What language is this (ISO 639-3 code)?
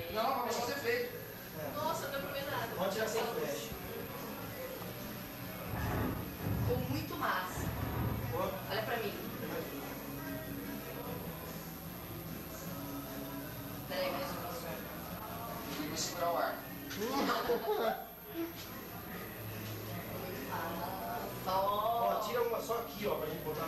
por